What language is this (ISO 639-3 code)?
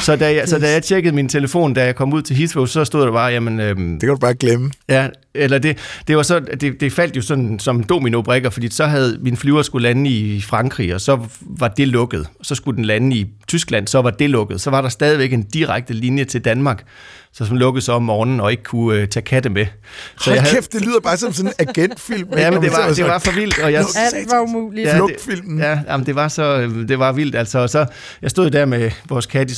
dan